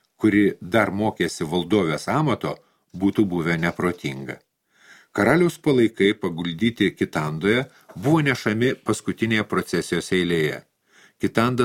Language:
Lithuanian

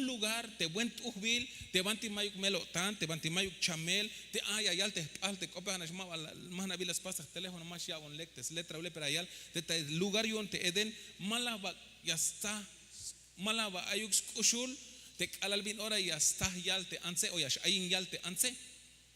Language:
Tzeltal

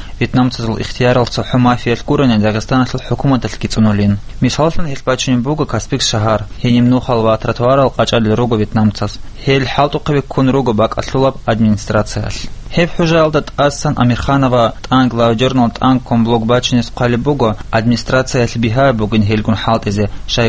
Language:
Avaric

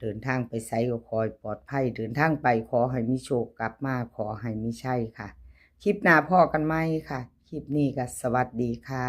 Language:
Northeastern Thai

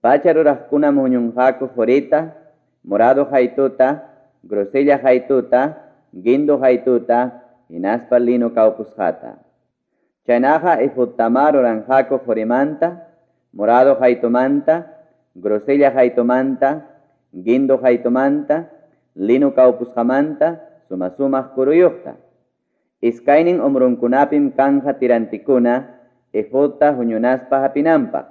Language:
Ayacucho Quechua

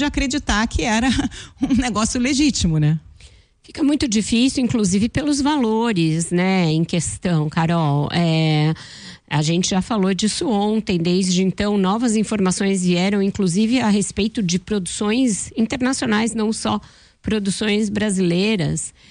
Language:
Portuguese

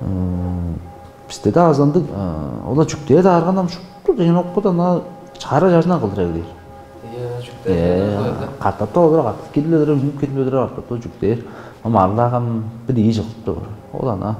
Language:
Tuvinian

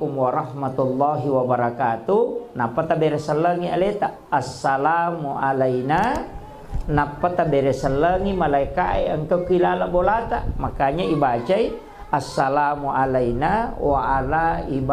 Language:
Buginese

